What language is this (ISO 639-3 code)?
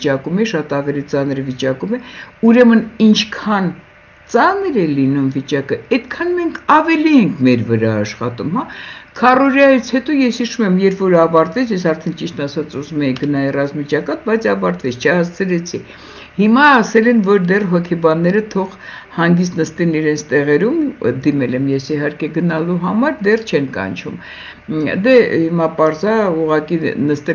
hye